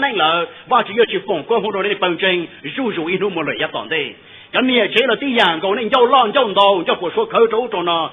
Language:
Hmong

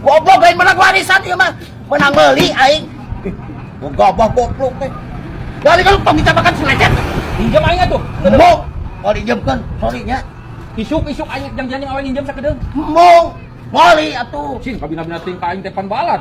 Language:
Sundanese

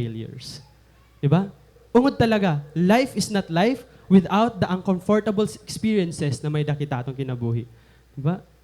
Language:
Waray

